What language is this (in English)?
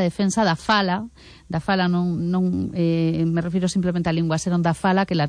Galician